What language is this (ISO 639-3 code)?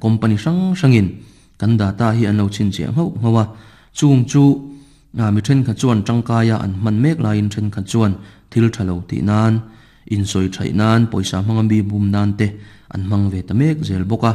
lus